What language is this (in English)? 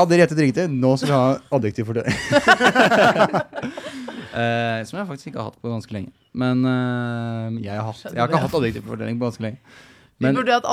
Norwegian